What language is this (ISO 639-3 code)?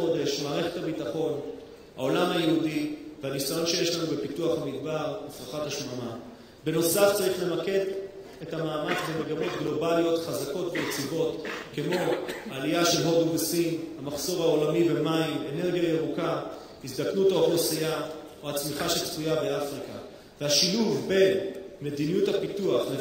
heb